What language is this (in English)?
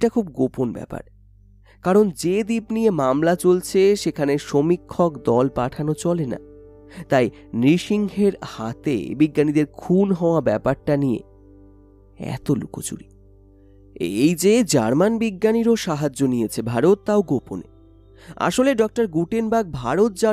Bangla